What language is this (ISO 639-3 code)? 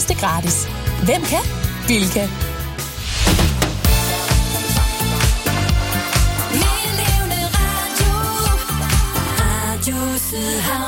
dan